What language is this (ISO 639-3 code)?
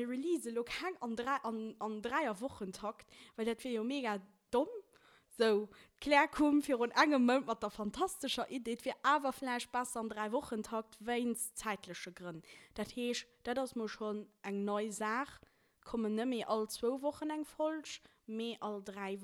ltz